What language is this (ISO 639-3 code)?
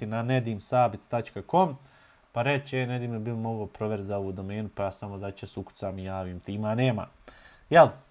bos